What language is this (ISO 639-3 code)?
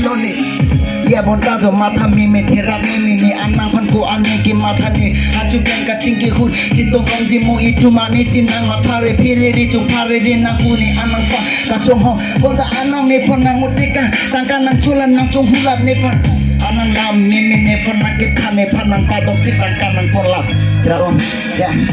mjw